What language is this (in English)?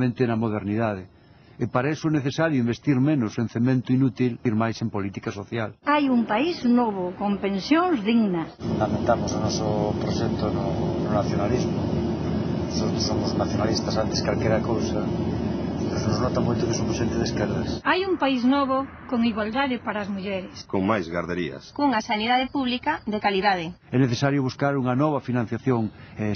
Galician